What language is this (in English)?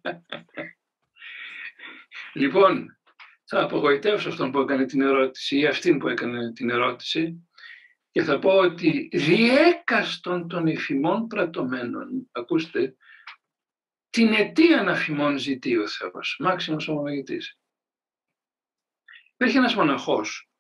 Greek